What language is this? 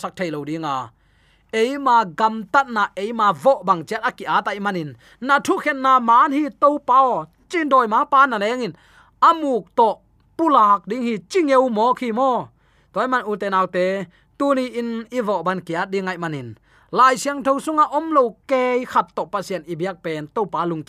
Tedim Chin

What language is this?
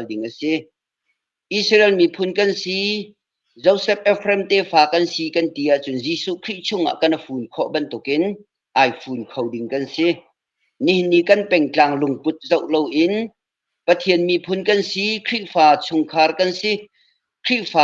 Hakha Chin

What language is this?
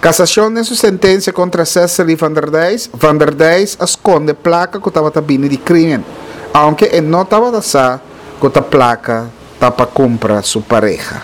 Papiamento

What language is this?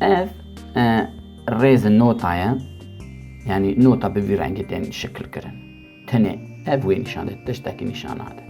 Kurdish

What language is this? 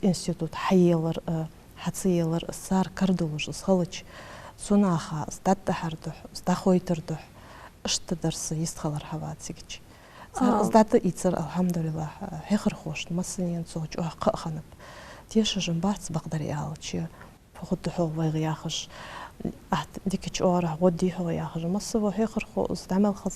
Ingush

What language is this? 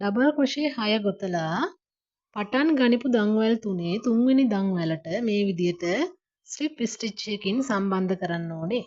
Sinhala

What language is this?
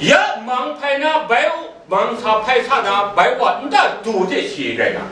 Kachin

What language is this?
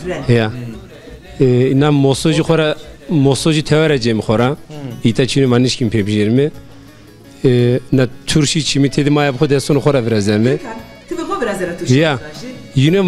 Zaza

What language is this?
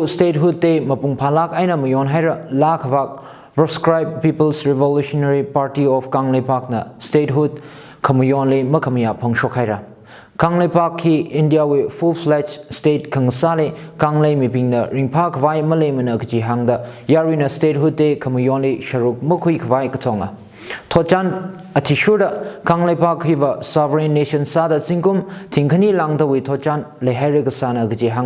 Tangkhul Naga (India)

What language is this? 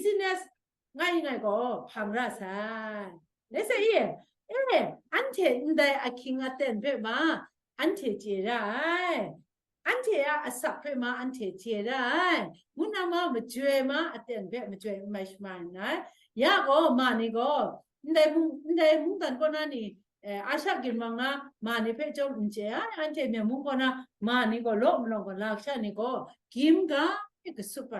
Kachin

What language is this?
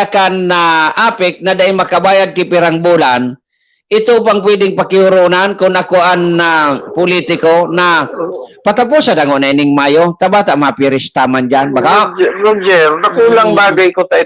Bikol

